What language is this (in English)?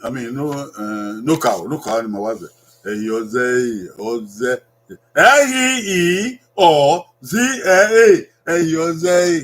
Bini